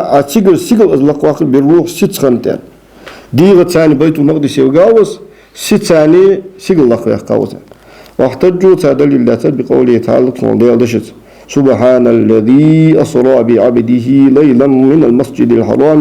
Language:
Ingush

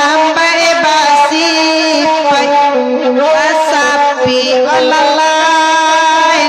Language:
Minangkabau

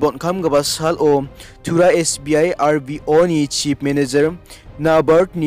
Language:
Garo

